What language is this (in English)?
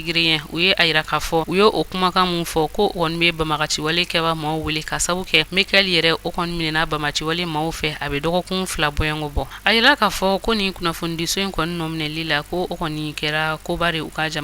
Bambara